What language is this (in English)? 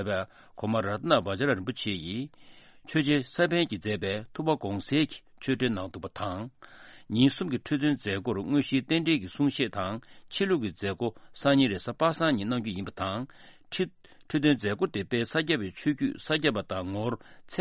Tibetan